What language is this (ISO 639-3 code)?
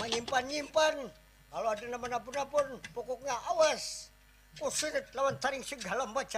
bjn